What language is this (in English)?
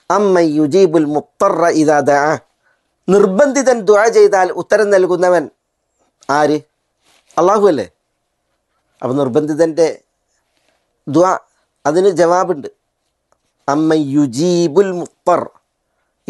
Malayalam